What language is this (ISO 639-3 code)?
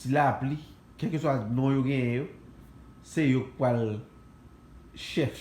hat